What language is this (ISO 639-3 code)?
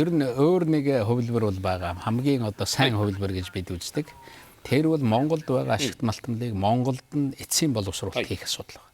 mon